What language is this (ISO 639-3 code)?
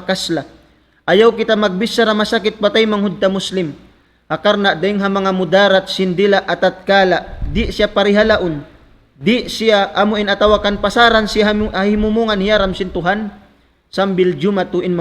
tsg